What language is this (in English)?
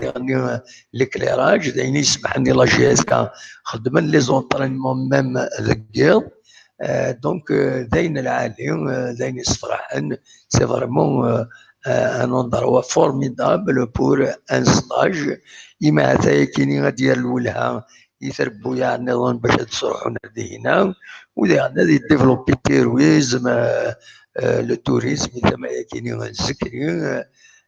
Kabyle